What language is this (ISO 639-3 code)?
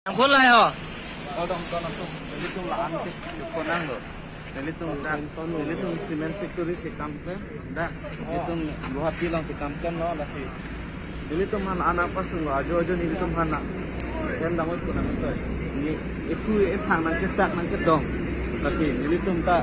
mjw